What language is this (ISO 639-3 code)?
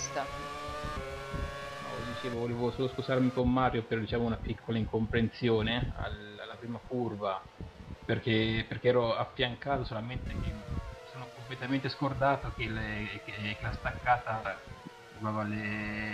ita